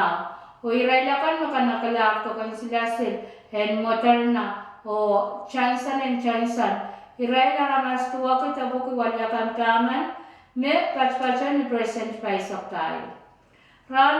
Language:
Pohnpeian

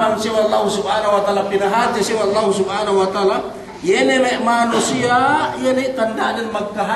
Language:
Yakan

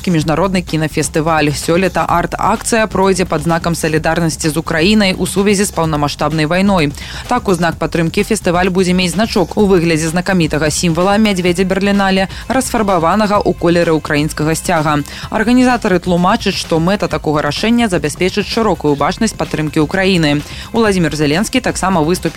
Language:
Belarusian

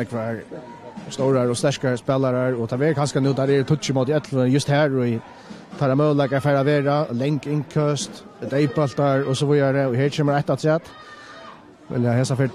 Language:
Faroese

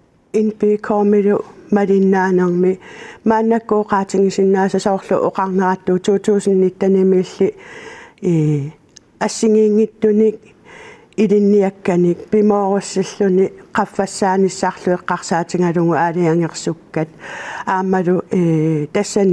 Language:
Kalaallisut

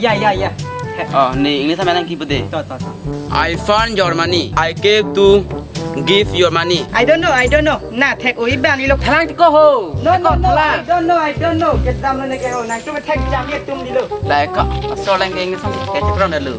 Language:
Karbi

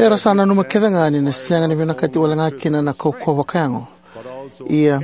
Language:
Fijian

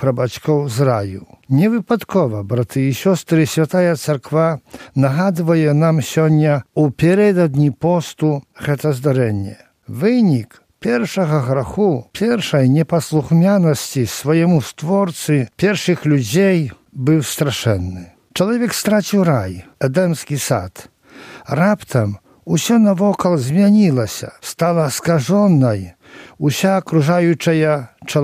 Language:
Belarusian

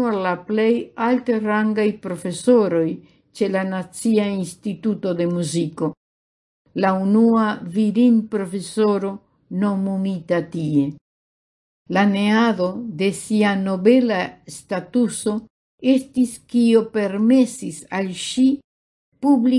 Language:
Esperanto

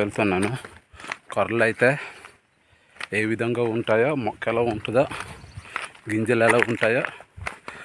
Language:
Telugu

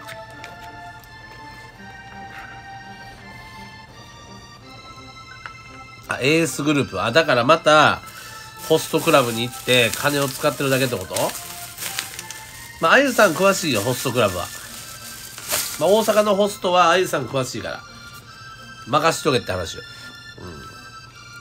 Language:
Japanese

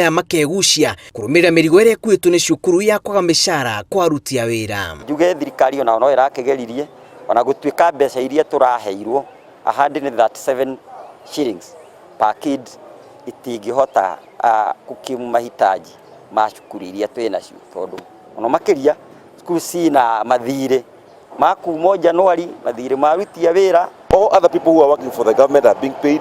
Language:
Kikuyu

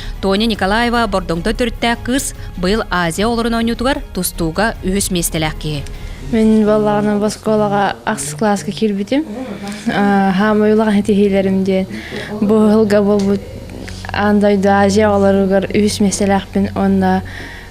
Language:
Yakut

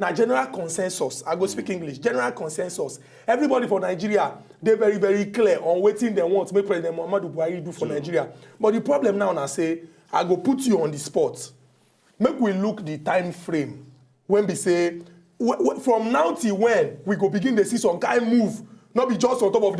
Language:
Nigerian Pidgin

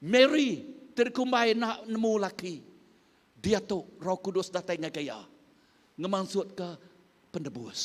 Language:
Iban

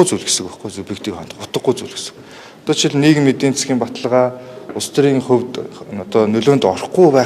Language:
Mongolian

